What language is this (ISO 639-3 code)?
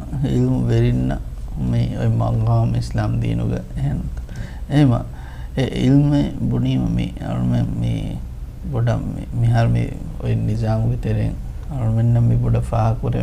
div